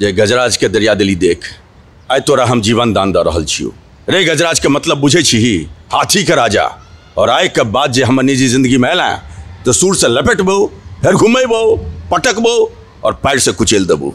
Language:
Maithili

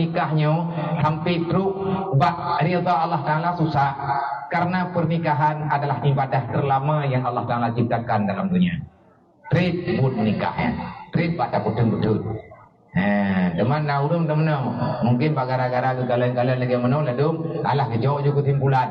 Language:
Achinese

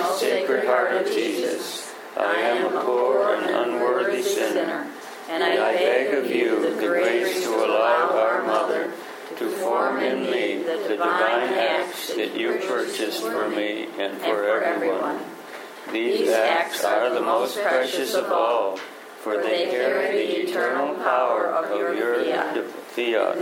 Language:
English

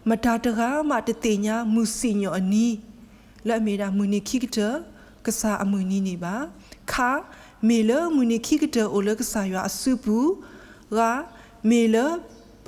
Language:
S'gaw Karen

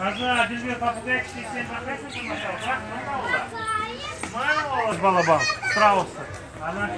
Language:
Crimean Tatar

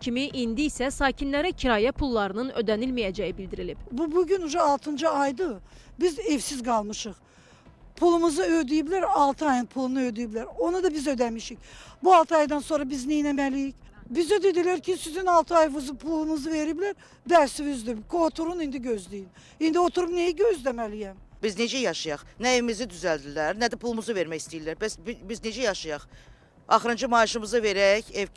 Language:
Azerbaijani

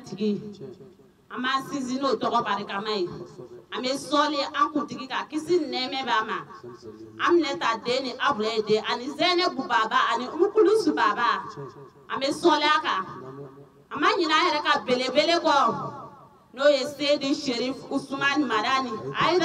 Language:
Bambara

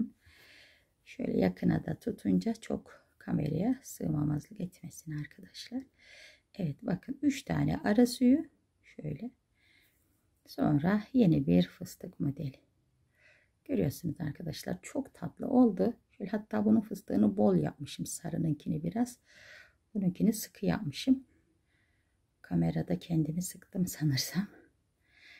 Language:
Turkish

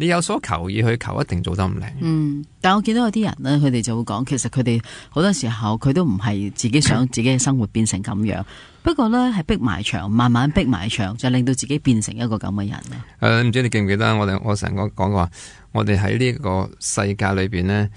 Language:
Cantonese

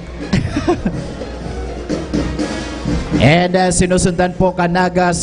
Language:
Bikol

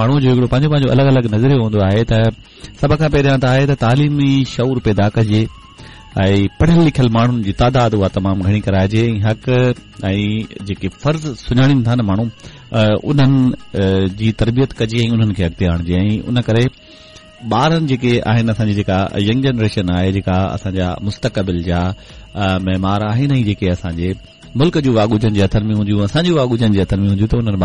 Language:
Sindhi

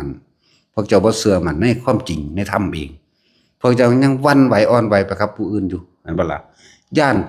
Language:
Northeastern Thai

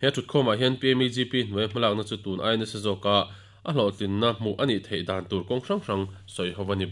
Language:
Mizo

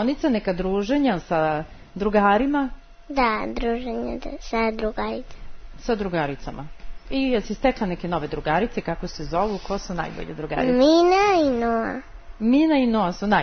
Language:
Serbian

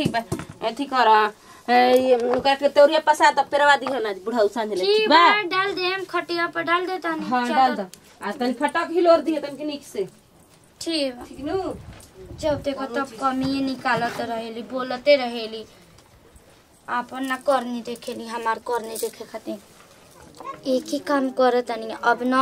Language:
Bhojpuri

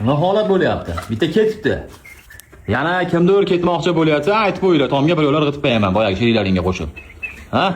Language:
Uzbek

